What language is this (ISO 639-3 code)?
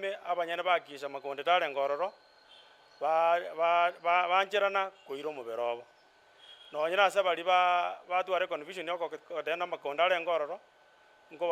guz